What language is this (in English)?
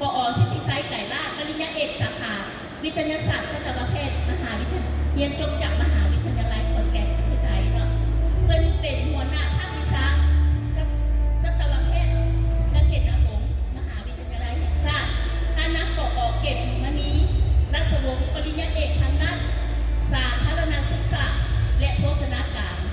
Lao